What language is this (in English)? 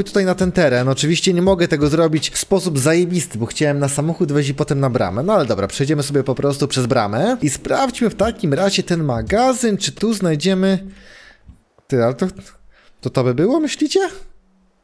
Polish